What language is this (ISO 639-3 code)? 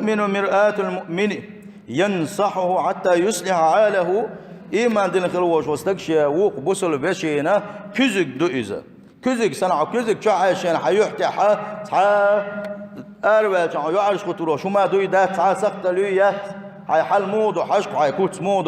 che